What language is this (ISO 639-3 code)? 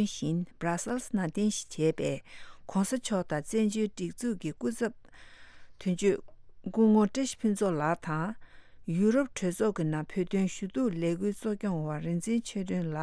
bod